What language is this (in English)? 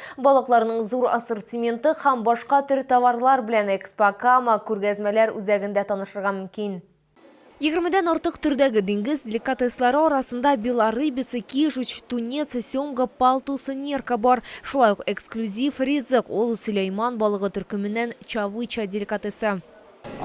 Tatar